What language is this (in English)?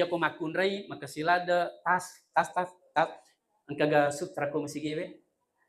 Buginese